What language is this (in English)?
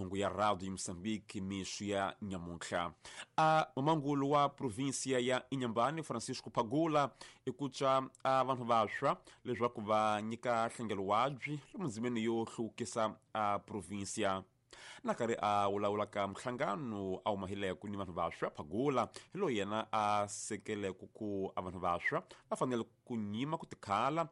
Tsonga